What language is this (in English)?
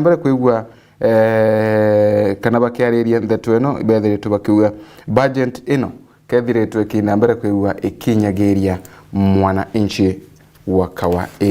Meru